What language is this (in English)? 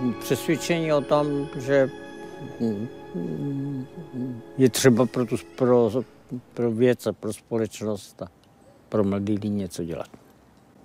Czech